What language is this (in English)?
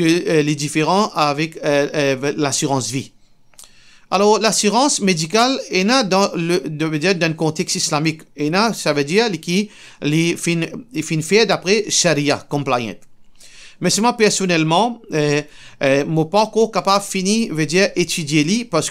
Morisyen